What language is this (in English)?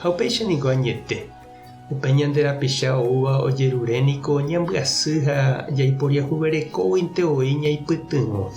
Guarani